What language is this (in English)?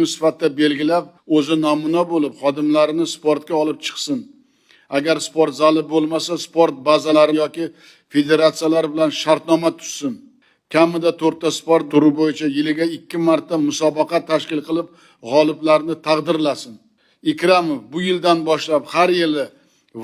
Uzbek